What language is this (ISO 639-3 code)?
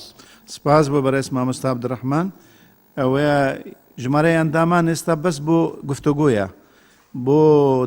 ckb